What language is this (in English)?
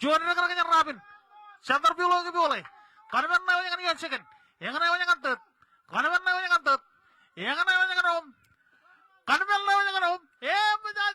Marshallese